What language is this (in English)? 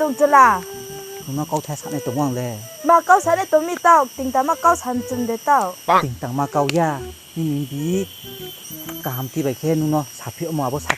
Riang (India)